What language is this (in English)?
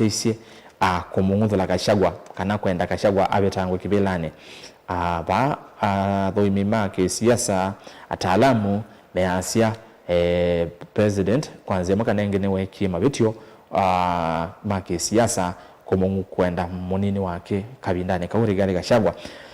Kamba